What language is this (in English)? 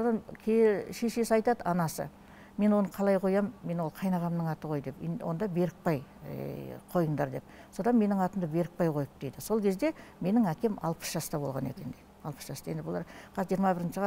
Kazakh